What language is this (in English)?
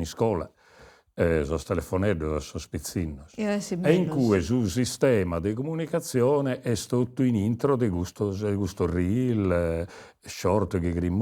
Sardinian